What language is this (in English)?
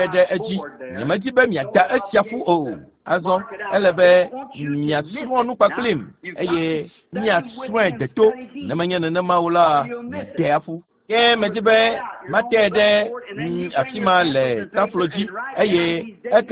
Ewe